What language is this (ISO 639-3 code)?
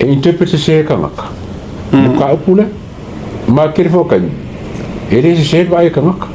smo